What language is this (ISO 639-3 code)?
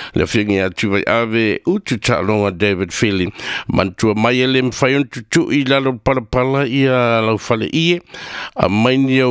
smo